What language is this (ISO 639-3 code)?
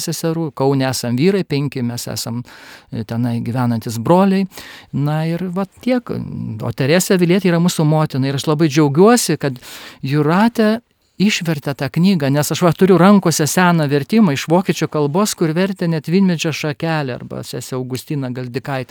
lit